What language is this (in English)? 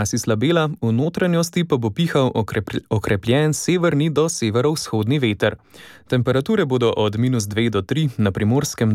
Slovenian